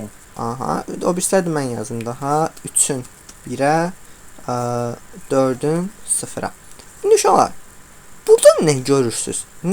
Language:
Azerbaijani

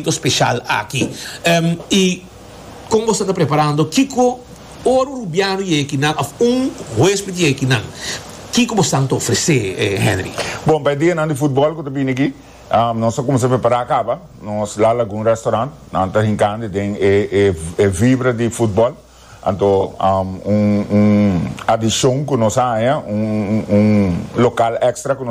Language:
Papiamento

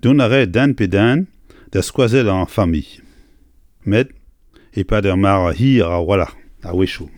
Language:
Breton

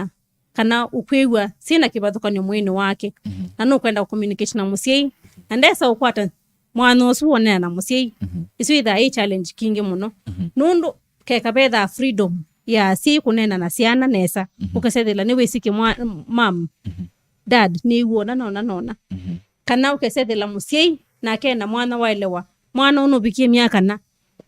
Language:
Kamba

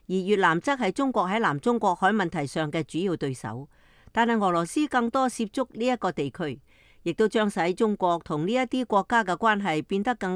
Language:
Cantonese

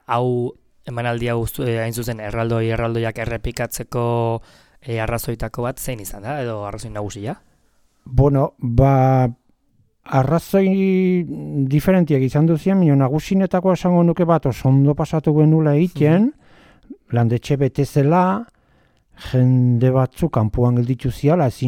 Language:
Basque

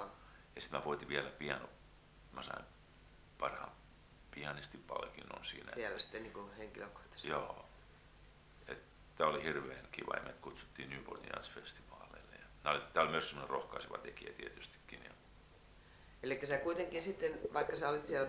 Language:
Finnish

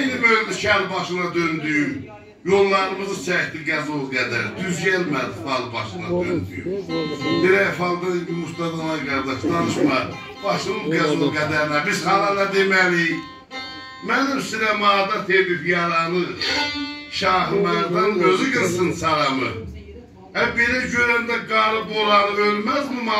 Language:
South Azerbaijani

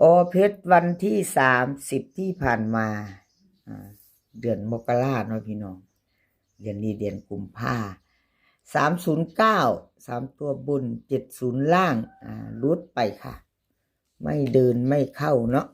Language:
Northeastern Thai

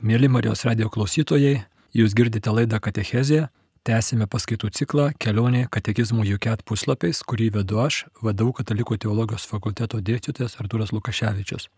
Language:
Lithuanian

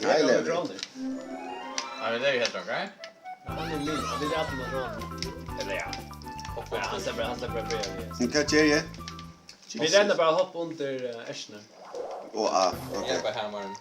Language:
Faroese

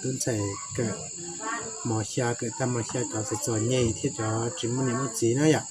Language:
Hmong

